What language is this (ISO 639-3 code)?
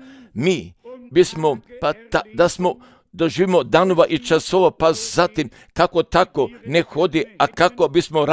hrv